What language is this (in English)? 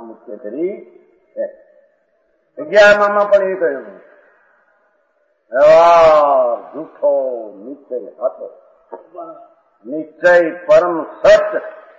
Gujarati